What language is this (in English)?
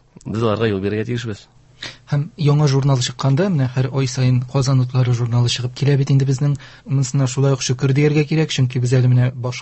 Tatar